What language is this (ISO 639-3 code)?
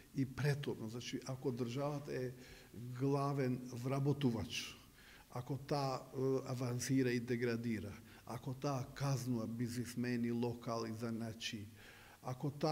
mkd